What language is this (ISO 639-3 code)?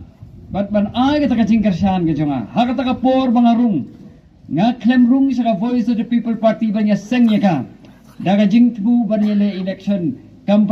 kha